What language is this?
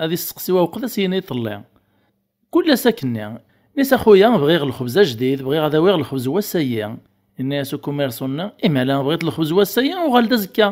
Kabyle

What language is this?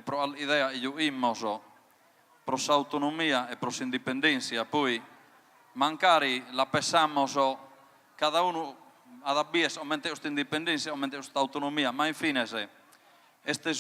Sardinian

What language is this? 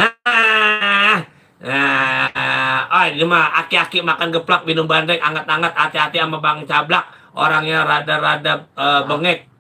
Betawi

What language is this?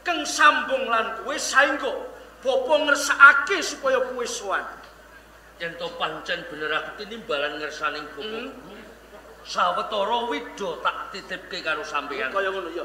Javanese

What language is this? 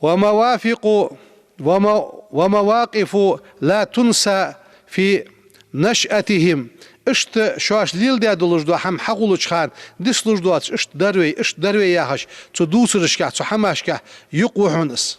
Ingush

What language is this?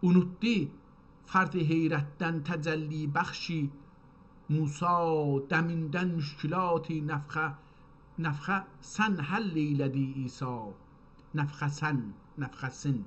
South Azerbaijani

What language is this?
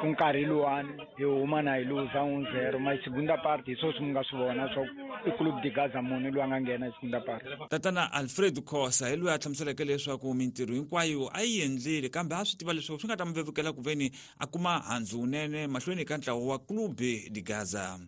Tsonga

